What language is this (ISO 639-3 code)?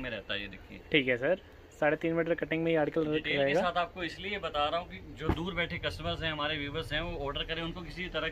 hin